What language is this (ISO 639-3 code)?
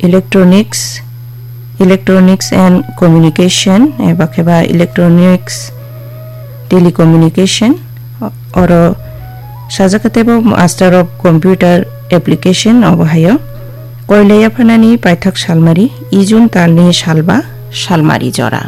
trp